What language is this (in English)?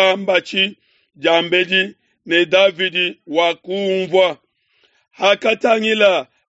Luba-Lulua